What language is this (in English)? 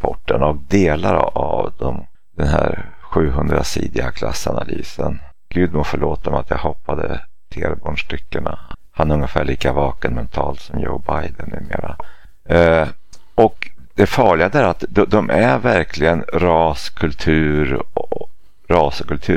Swedish